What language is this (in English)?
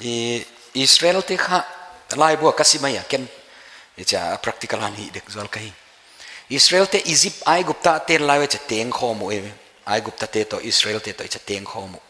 Paite Chin